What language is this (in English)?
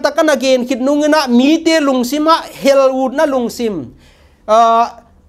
Paite Chin